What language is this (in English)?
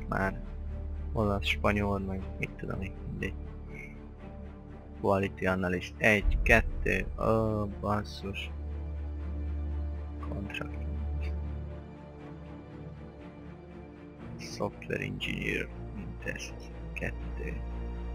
Hungarian